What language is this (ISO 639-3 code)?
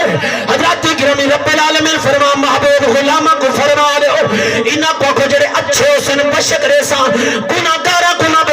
skr